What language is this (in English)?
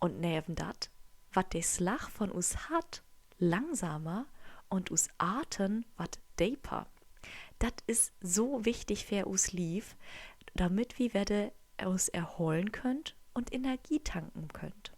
Low German